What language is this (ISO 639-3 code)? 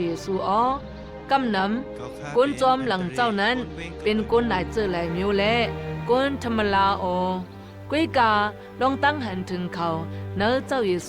shn